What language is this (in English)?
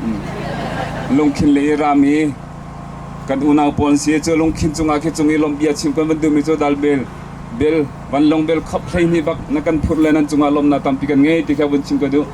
Hakha Chin